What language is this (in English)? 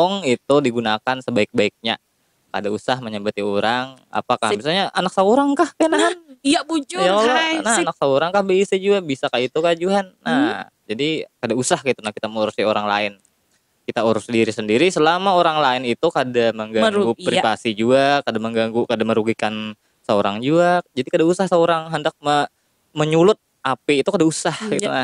Banjar